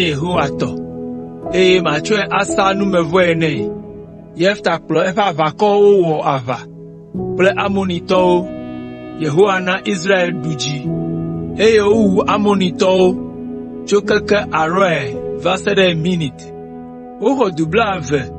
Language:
Ewe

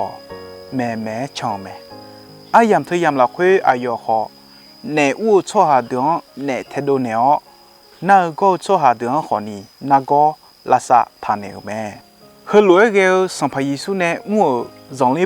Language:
Akha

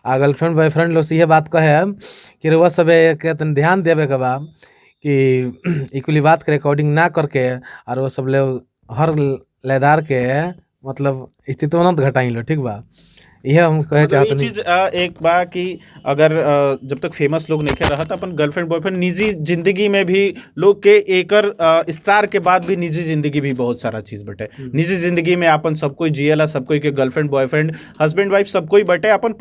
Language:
Bhojpuri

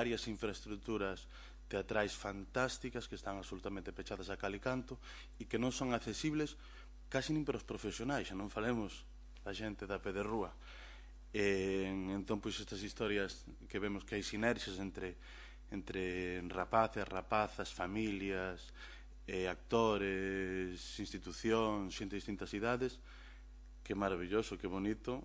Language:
Galician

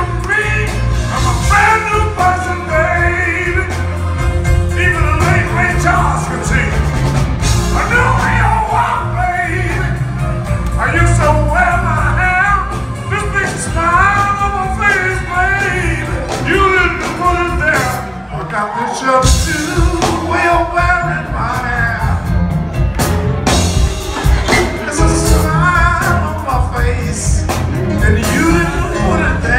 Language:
English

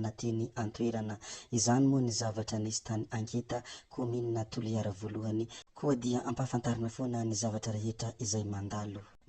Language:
Malagasy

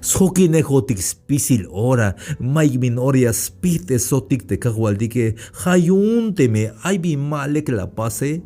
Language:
Tzeltal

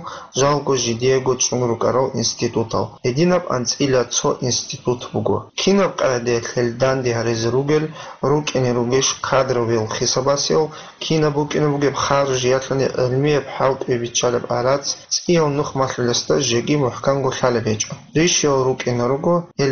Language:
Avaric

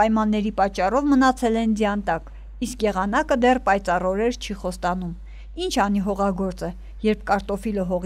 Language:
Armenian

